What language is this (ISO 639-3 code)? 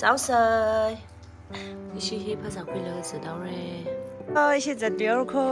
nmf